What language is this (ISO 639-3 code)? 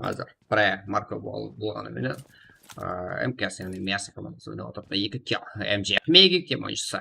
kaa